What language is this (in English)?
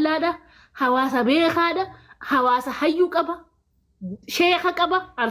Oromo